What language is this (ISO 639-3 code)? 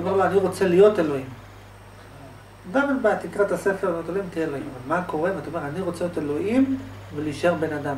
heb